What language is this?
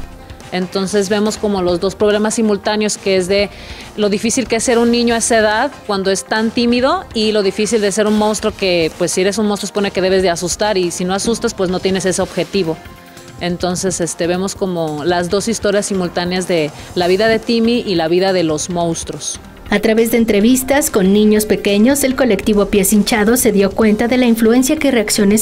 Spanish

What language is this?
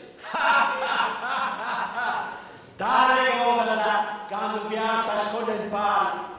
Sardinian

